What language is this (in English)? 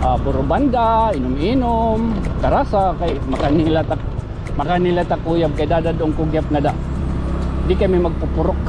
Waray